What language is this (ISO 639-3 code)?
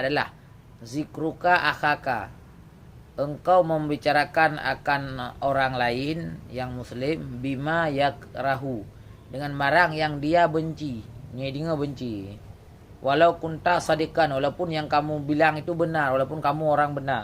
ace